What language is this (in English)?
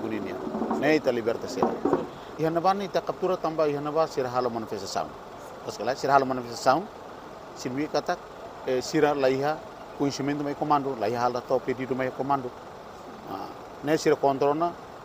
Tetum